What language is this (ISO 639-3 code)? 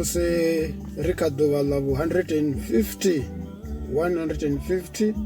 ven